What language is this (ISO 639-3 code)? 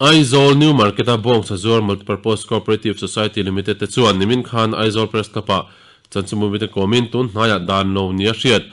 lus